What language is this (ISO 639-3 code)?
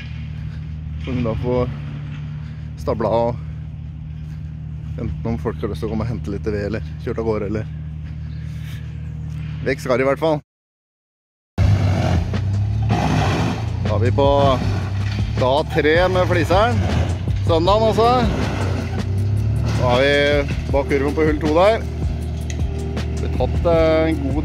nor